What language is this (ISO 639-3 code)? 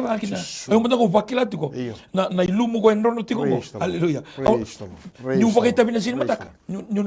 fij